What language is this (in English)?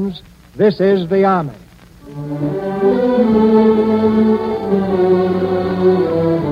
English